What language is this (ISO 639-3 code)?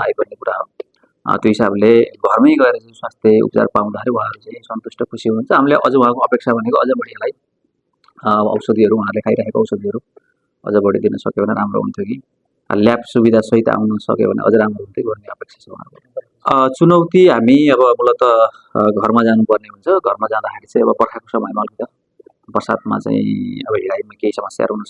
nep